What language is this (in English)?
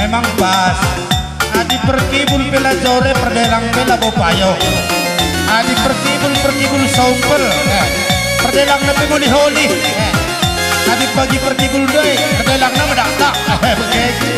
Batak Karo